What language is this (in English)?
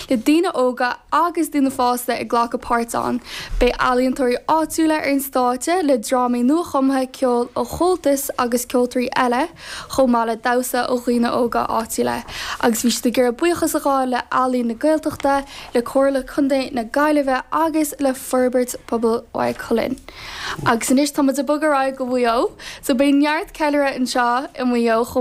Irish